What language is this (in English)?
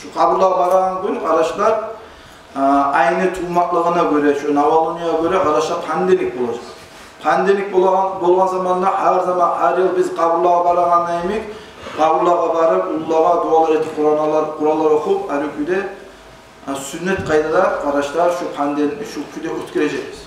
Kumyk